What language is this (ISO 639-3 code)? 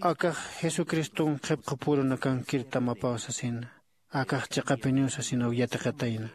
aym